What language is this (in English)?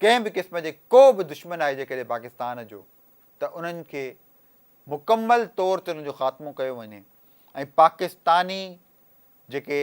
Sindhi